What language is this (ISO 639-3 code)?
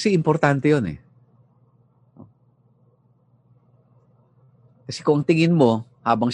fil